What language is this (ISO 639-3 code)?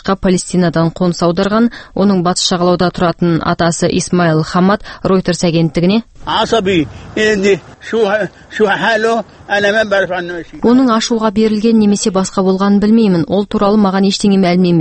kaz